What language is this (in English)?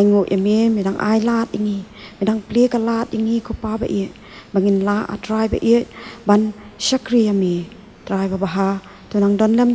Khasi